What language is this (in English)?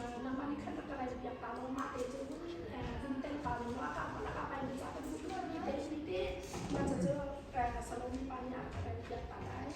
Hakha Chin